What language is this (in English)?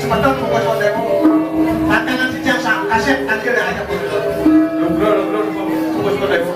Balinese